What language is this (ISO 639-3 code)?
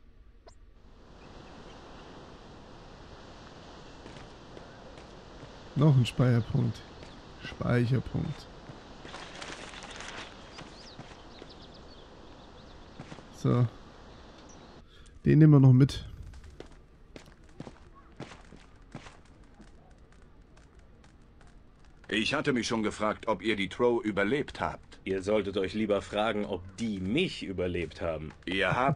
deu